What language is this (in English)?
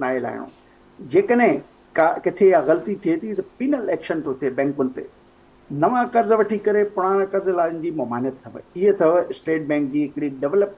Sindhi